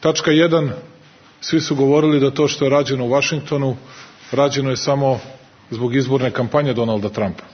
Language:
Serbian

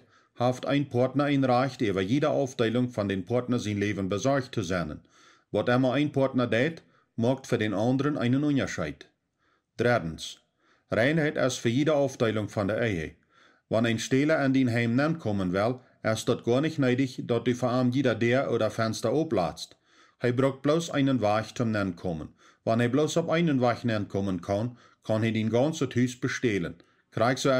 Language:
Plautdietsch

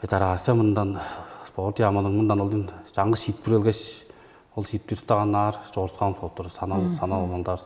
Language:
Tuvinian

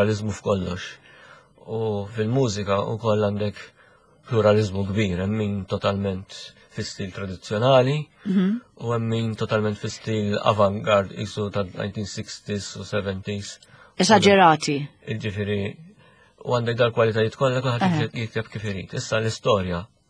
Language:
Maltese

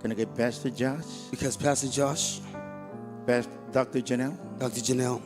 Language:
Marshallese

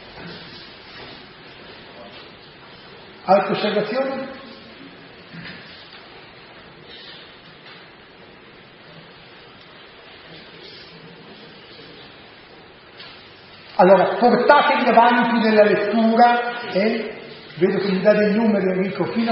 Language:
Italian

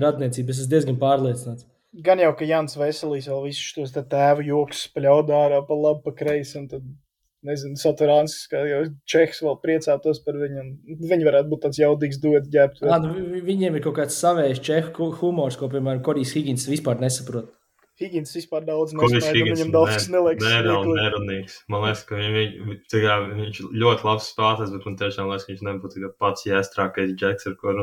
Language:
Latvian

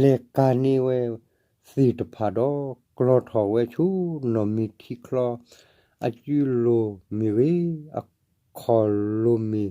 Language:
S'gaw Karen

